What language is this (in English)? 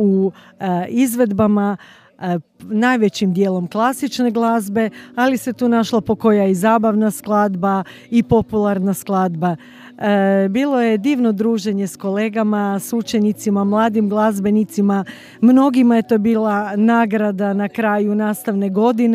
Croatian